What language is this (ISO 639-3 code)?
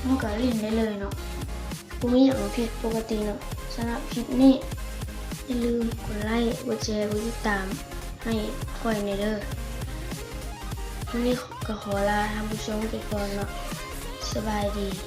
lao